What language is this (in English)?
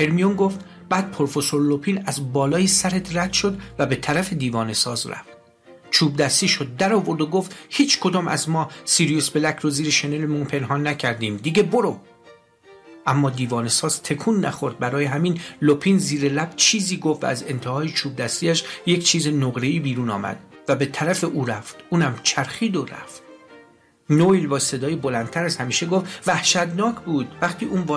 Persian